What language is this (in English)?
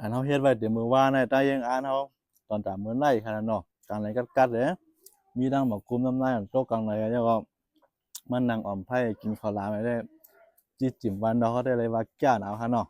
Northeastern Thai